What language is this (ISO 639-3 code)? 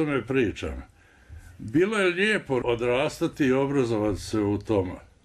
bos